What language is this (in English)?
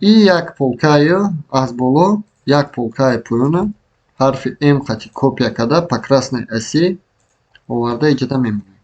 Tajik